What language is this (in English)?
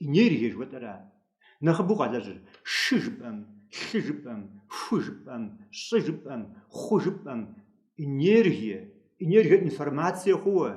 Kabardian